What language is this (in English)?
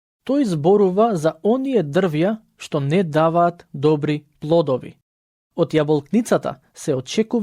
Macedonian